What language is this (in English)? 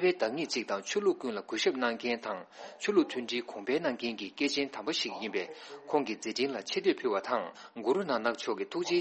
Tibetan